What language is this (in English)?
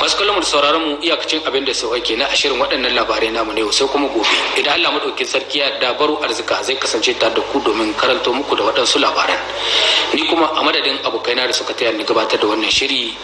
Hausa